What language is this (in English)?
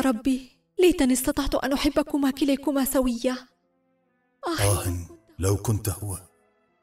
Arabic